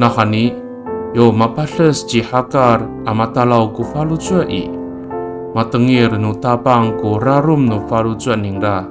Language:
Amis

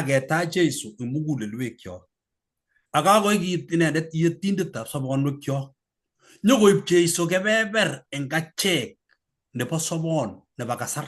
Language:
Kalenjin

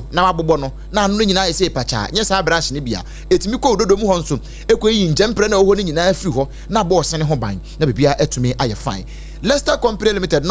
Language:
Akan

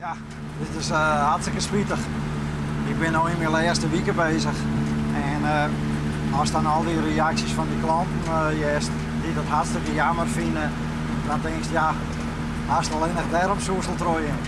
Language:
Western Frisian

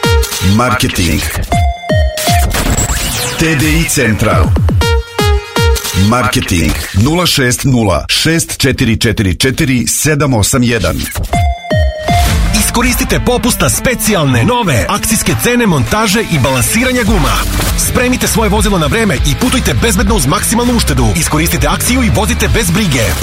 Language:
Serbian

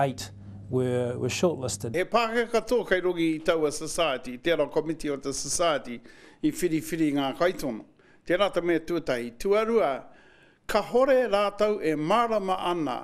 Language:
Māori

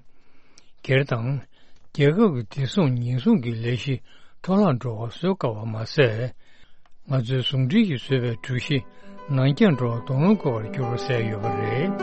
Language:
Tibetan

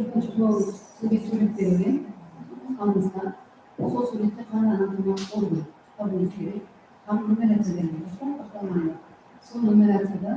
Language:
Kara-Kalpak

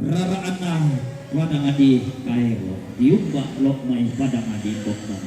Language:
Toraja-Sa'dan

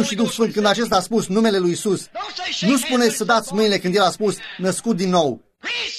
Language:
Romanian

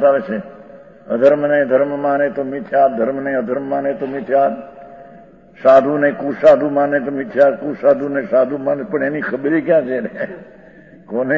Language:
Gujarati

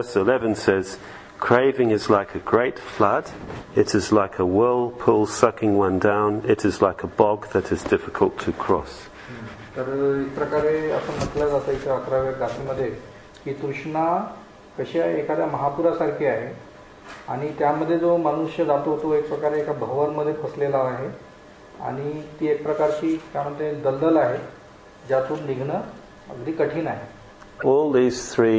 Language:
Marathi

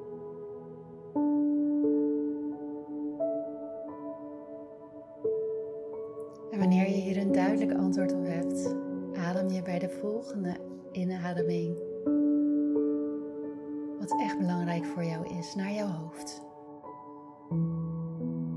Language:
Dutch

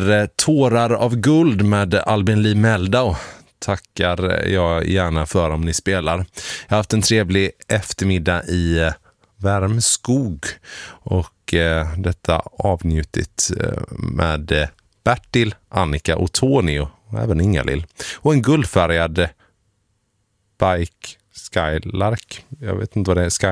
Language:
Swedish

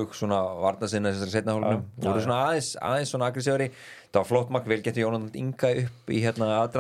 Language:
Icelandic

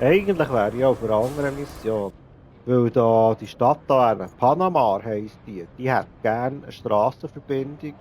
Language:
Swiss German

